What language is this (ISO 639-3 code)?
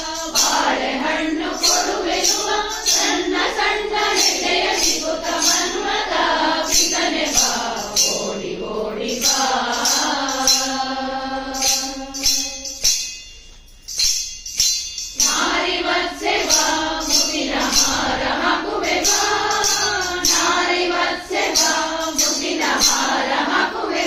kan